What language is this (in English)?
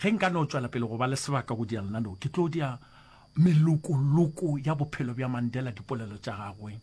Northern Sotho